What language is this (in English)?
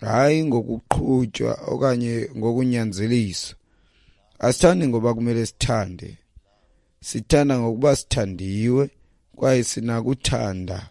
Xhosa